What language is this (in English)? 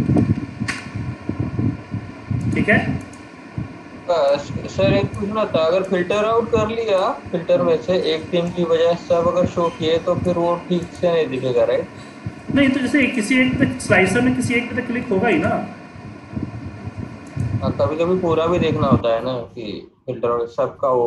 Hindi